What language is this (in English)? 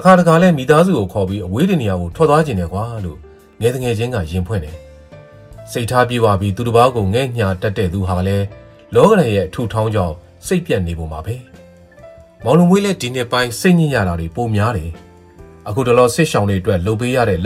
Burmese